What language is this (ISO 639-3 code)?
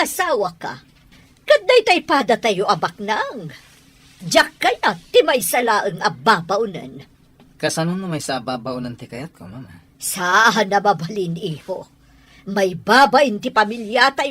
ilo